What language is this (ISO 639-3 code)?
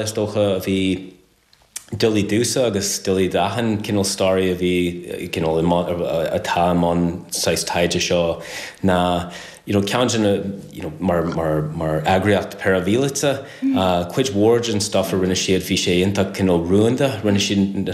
gle